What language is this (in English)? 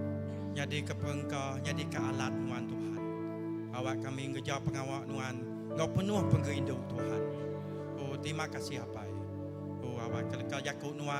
Iban